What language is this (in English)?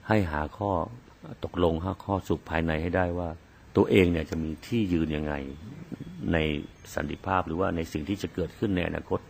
Thai